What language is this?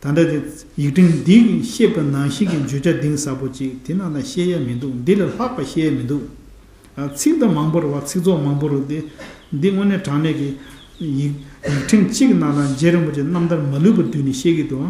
Tibetan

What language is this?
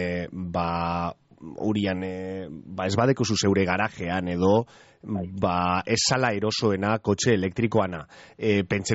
Basque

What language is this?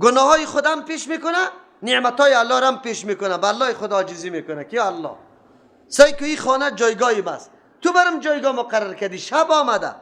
Persian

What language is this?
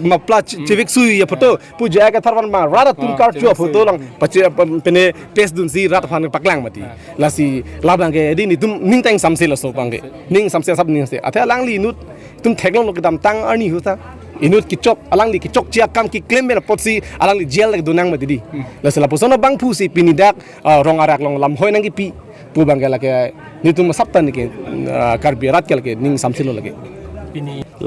Karbi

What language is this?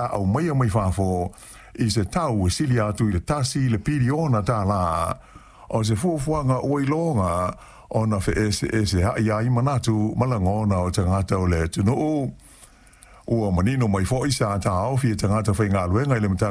Samoan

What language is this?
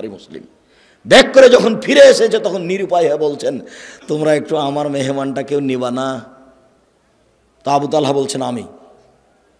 Bangla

